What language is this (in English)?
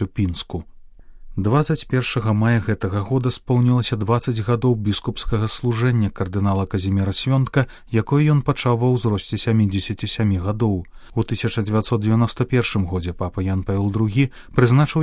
Belarusian